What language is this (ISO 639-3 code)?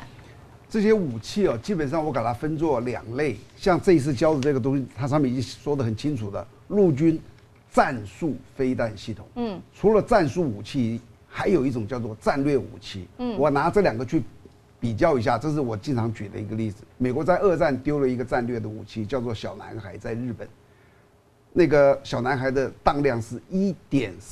zho